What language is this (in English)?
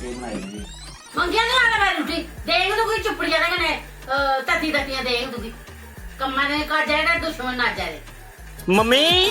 Dogri